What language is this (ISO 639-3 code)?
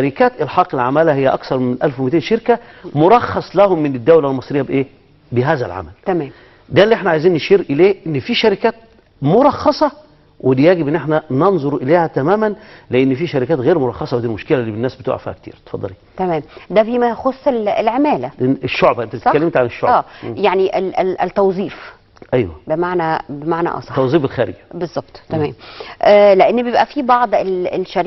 arz